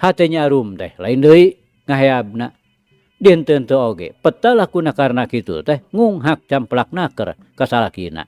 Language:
Sundanese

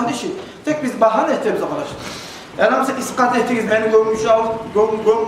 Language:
Kumyk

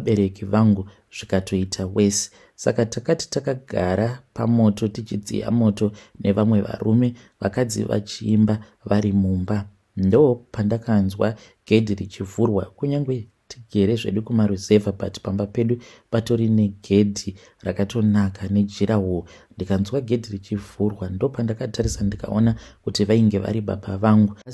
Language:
Shona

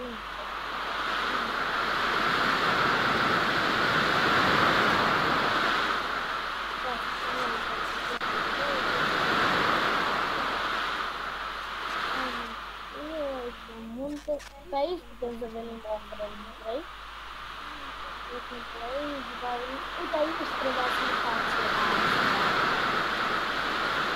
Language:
Romanian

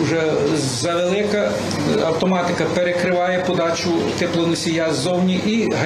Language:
Ukrainian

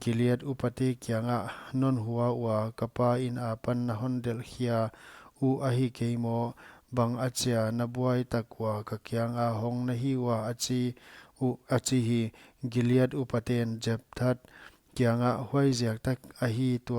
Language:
Paite Chin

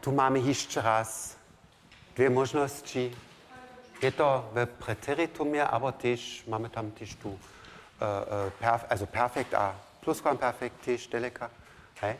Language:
Upper Sorbian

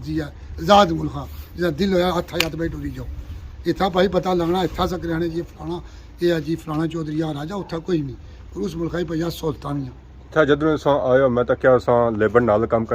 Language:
Pahari-Potwari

